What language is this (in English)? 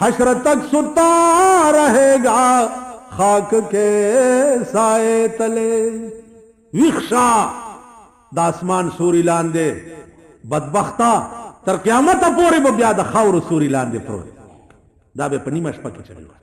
Pashto